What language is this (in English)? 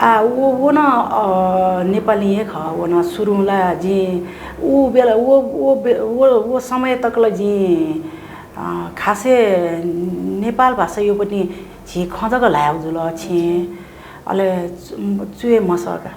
Newari